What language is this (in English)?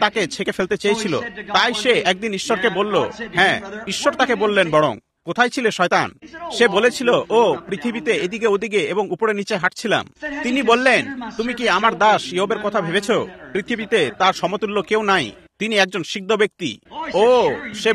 Bangla